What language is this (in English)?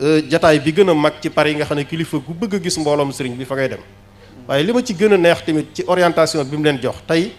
Wolof